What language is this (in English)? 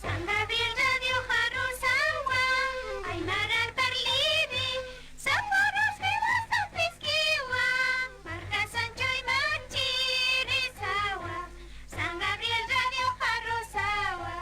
Aymara